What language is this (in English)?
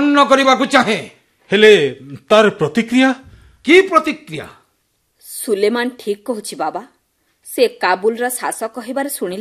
Odia